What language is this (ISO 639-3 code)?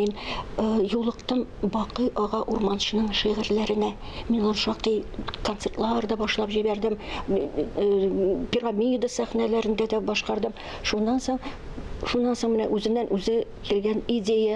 tat